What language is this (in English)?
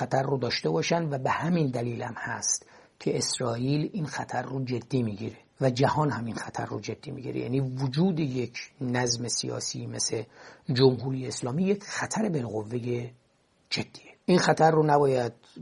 Persian